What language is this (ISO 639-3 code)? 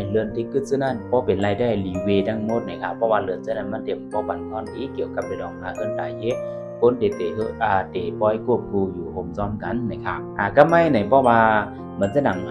shn